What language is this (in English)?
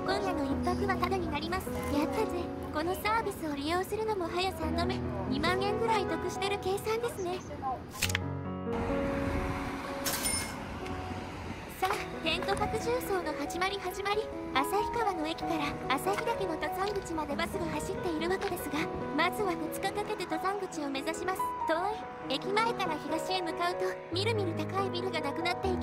Japanese